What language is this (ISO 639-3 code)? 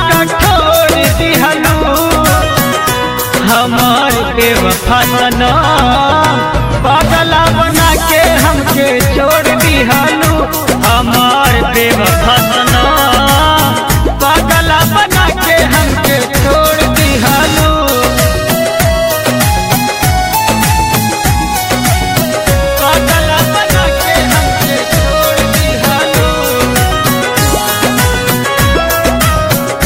bho